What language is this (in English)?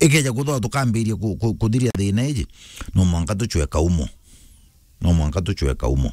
Meru